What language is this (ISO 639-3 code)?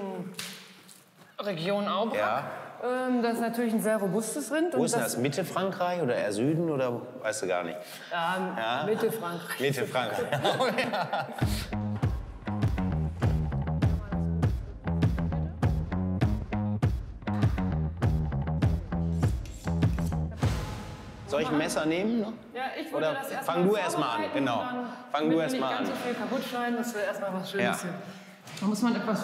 deu